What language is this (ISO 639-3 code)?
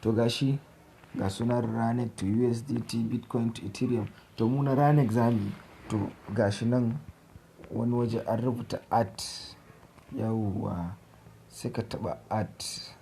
hau